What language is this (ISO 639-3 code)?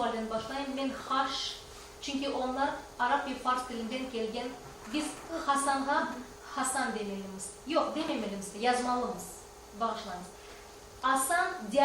crh